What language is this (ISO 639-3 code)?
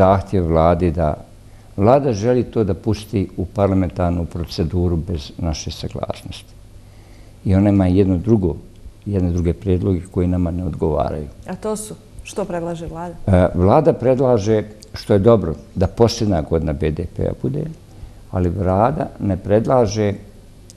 bos